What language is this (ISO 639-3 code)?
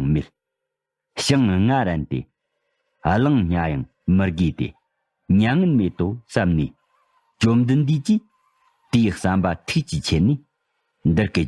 bod